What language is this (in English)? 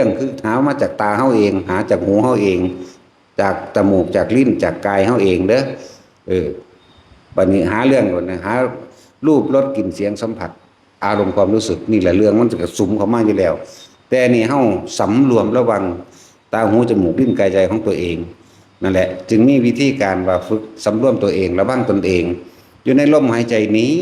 Northeastern Thai